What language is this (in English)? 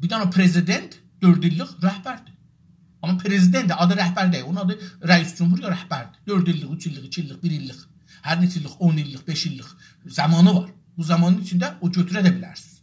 South Azerbaijani